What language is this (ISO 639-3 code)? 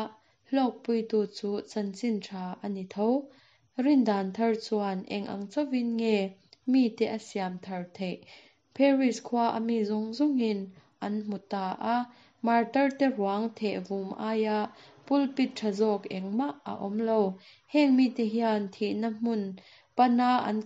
lus